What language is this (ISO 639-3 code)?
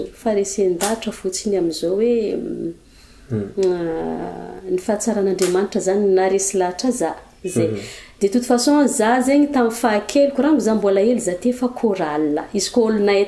mlg